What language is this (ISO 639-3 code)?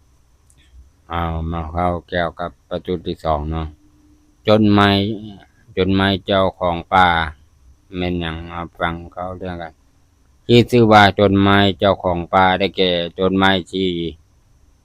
lao